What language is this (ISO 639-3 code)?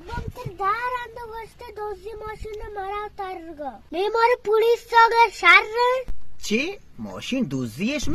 bal